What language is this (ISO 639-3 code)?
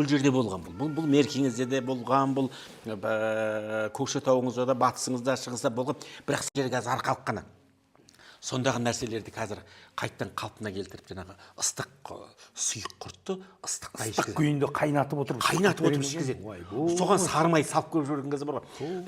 kaz